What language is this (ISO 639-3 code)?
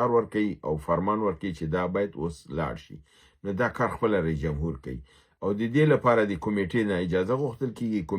pus